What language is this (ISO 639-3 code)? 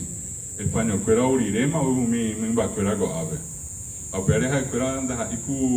grn